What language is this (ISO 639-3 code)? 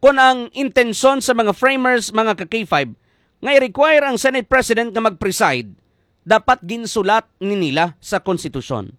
hil